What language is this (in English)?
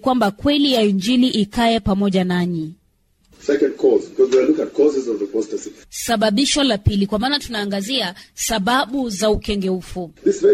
Swahili